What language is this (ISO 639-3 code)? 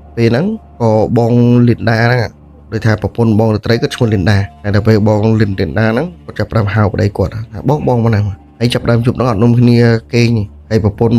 khm